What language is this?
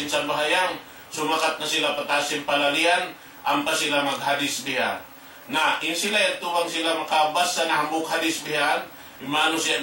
Tausug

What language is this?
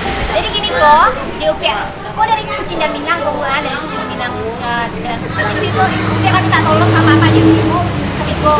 Minangkabau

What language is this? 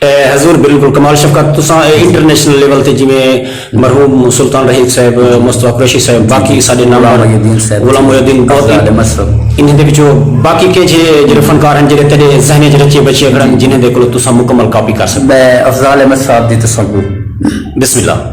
Saraiki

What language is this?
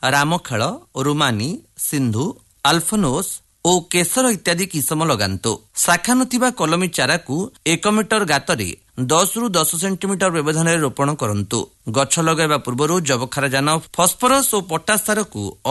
Odia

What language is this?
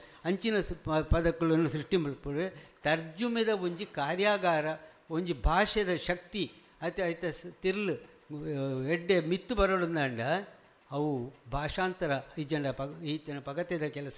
Tulu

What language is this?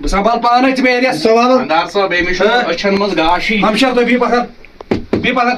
Kashmiri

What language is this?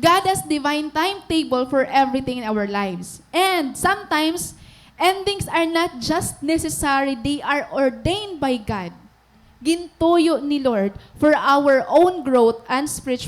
Waray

